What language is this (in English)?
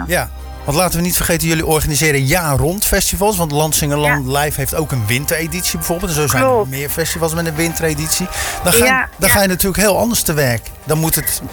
Dutch